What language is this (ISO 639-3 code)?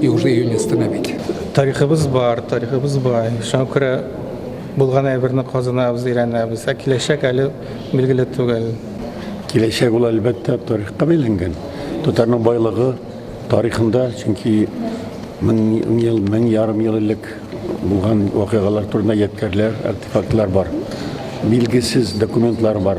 tat